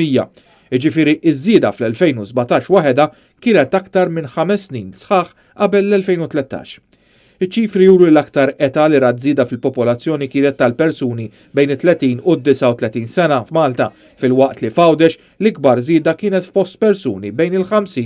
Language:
Maltese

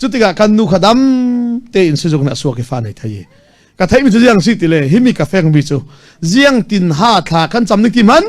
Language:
Falam Chin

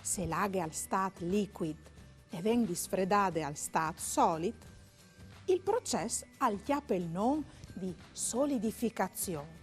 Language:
Friulian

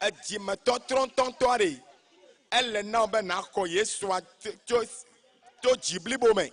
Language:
Ewe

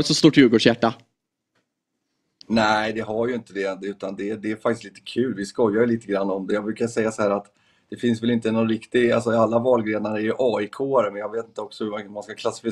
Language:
Swedish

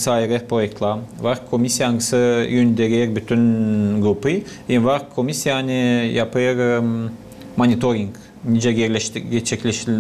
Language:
Gagauz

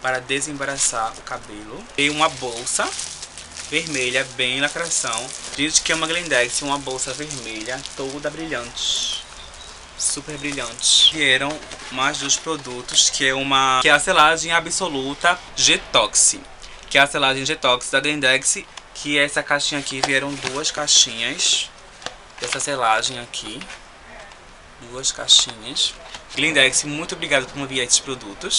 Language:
Portuguese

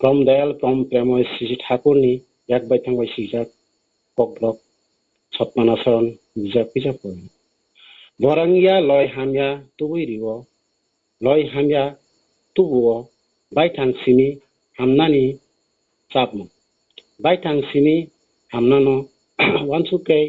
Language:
Kok Borok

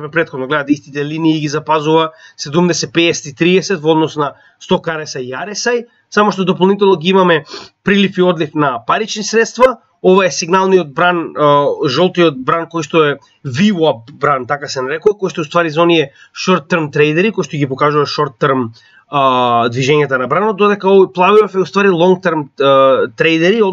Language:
Macedonian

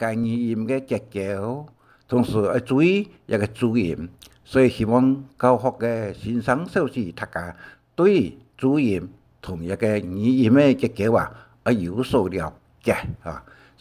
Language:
Hakka Chinese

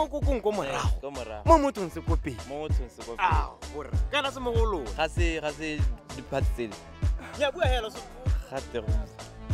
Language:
Tswana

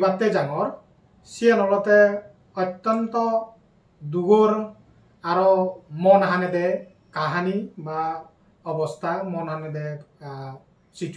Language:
Chakma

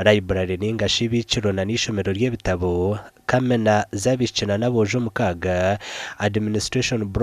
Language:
Nyankole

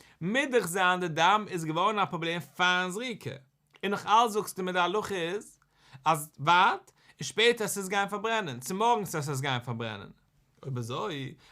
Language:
Yiddish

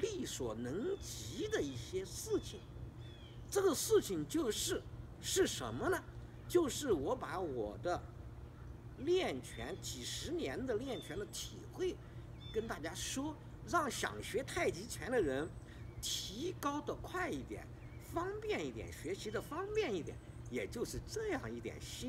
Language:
Chinese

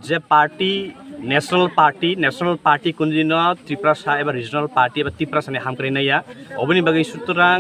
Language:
Kok Borok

